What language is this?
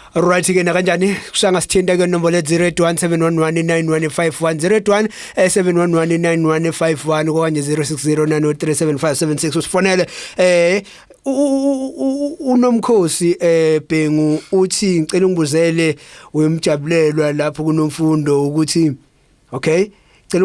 Zulu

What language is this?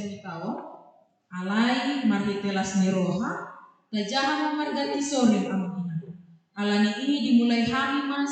Batak Toba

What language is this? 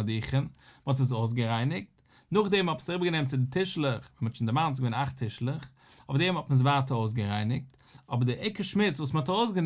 Yiddish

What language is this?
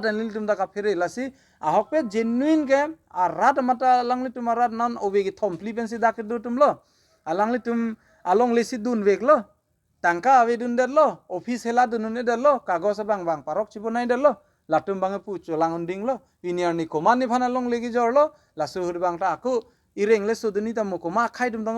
Karbi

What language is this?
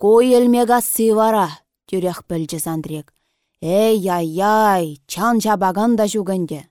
Chuvash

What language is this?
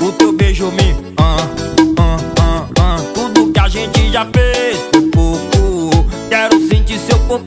Portuguese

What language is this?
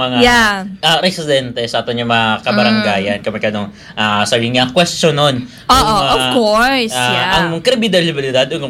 Hiligaynon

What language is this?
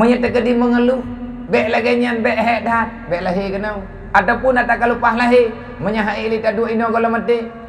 Achinese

